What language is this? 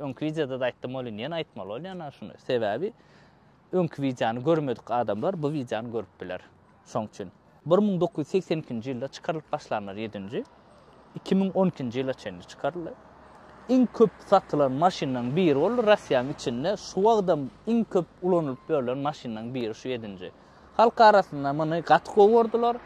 Turkmen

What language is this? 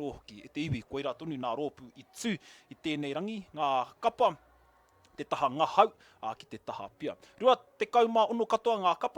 Māori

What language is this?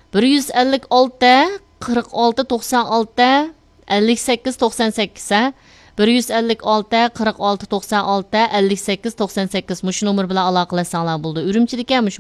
Uyghur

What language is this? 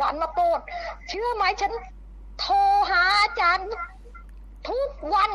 Thai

